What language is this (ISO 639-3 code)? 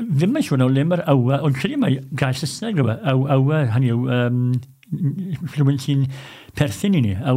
cym